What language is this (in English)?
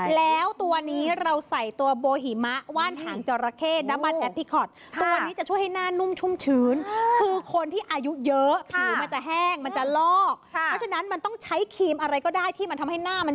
Thai